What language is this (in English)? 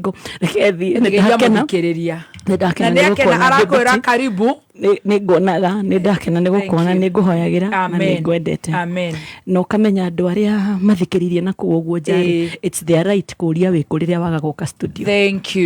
Kikuyu